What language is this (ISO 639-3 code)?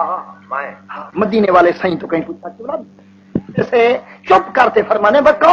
skr